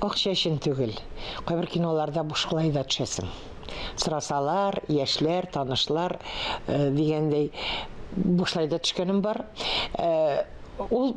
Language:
Tatar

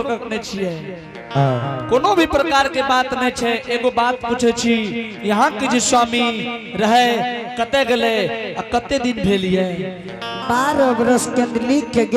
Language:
Angika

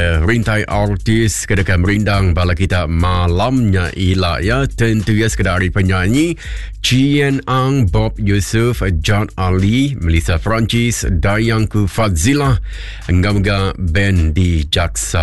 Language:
Iban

